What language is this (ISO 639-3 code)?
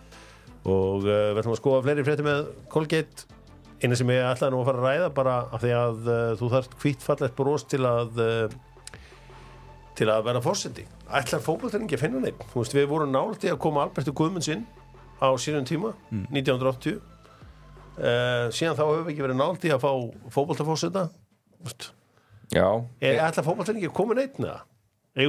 isl